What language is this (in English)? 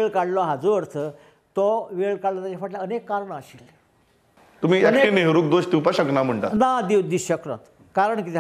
Konkani